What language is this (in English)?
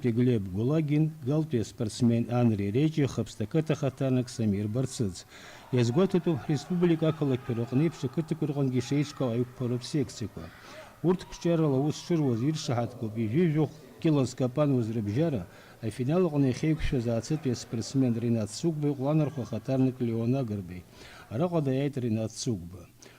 Abkhazian